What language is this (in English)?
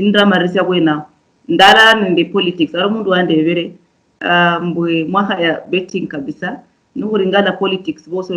Luyia